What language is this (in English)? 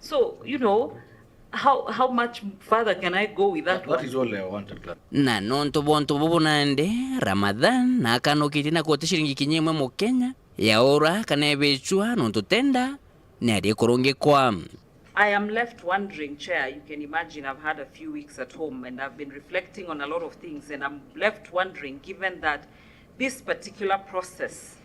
Meru